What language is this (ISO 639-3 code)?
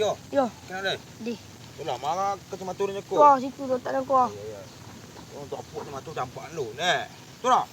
min